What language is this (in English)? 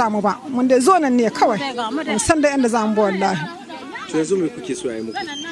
Hausa